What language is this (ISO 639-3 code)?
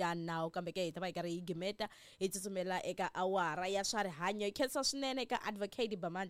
tso